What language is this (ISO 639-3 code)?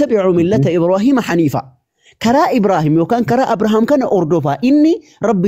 orm